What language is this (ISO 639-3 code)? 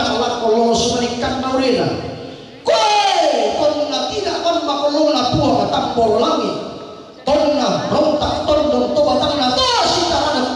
sda